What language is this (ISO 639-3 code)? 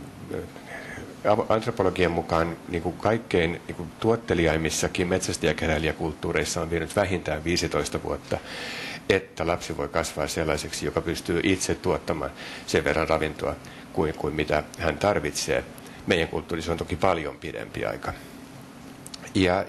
fin